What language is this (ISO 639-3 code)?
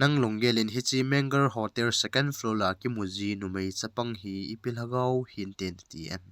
tcz